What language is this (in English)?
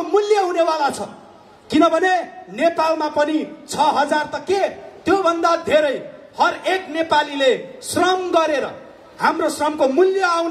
Nepali